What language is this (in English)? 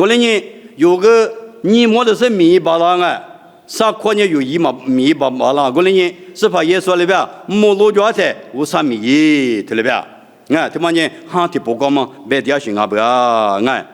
Lisu